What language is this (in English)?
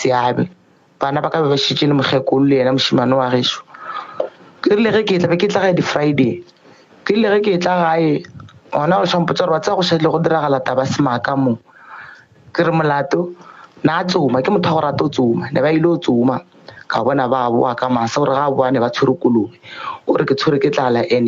Northern Sotho